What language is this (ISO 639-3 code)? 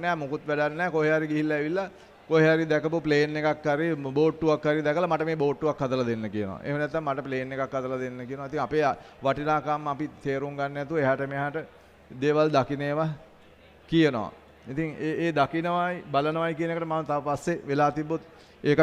sin